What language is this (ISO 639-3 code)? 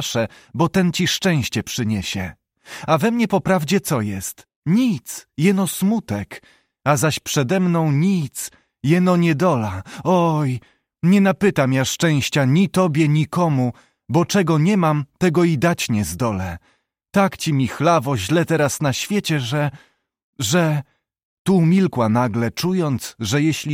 pol